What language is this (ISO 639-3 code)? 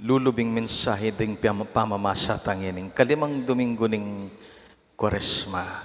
pam